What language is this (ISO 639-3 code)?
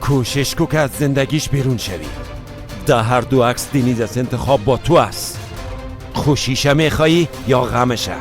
fas